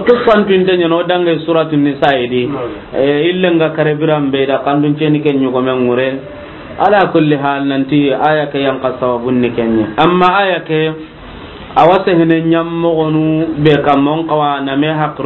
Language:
Soninke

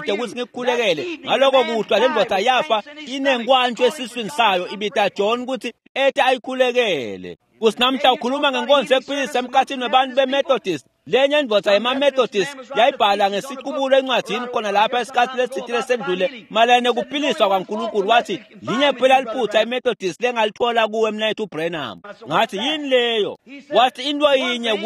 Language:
Swati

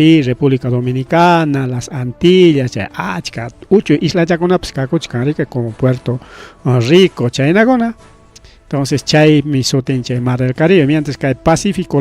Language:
Ayacucho Quechua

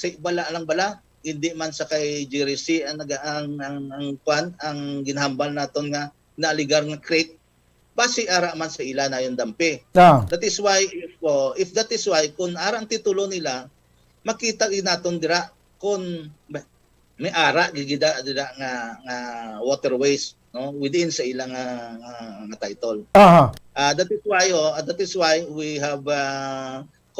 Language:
Hiligaynon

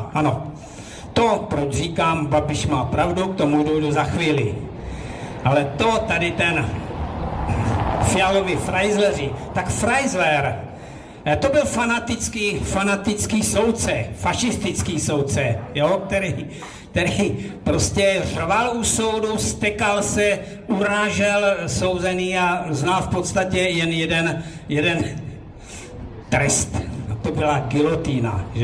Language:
Czech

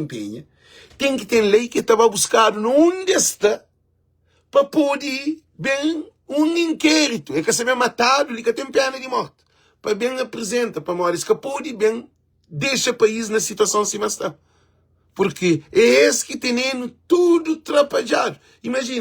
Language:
Kabuverdianu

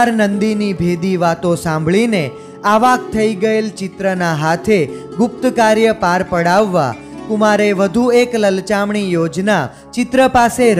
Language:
Gujarati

